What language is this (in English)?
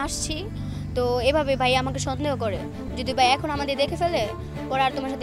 Bangla